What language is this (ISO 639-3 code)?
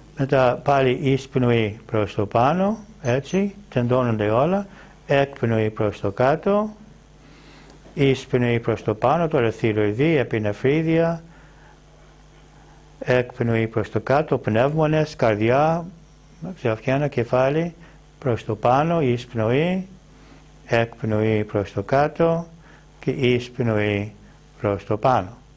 ell